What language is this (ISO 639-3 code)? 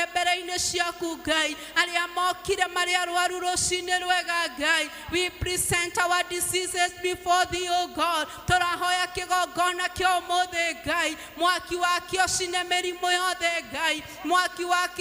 kik